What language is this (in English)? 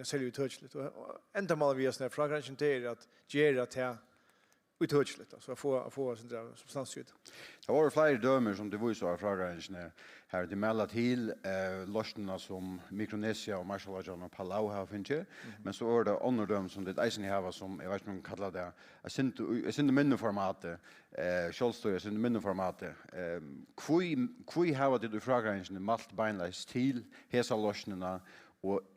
Faroese